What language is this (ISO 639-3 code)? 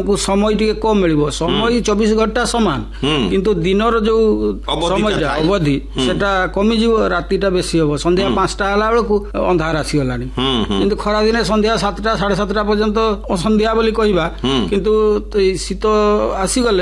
ori